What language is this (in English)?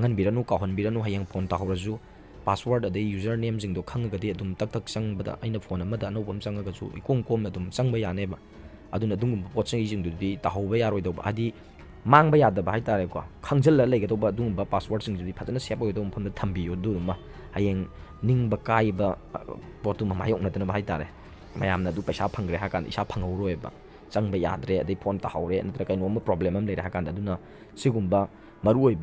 Manipuri